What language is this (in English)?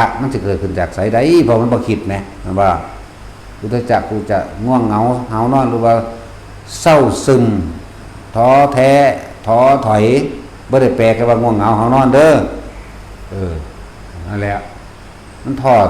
Northeastern Thai